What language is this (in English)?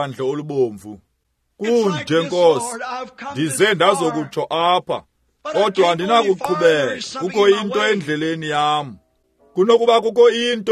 Xhosa